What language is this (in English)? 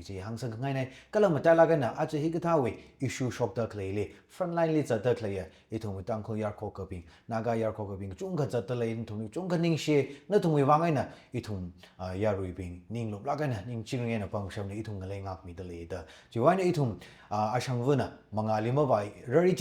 Tangkhul Naga (India)